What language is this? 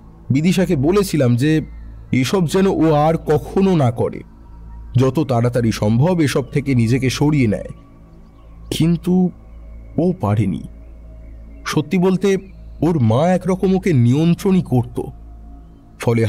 Bangla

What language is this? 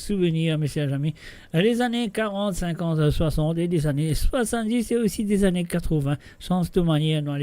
Morisyen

